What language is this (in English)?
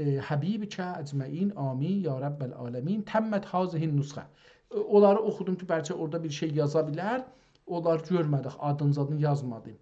South Azerbaijani